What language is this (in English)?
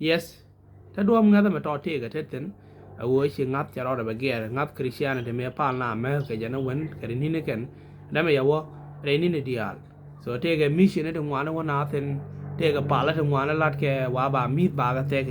Nuer